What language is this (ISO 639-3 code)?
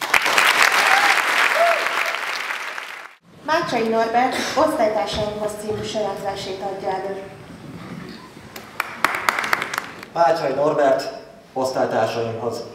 hun